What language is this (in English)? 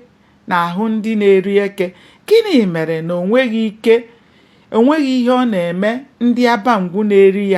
Igbo